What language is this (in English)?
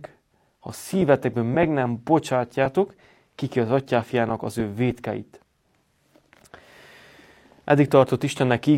Hungarian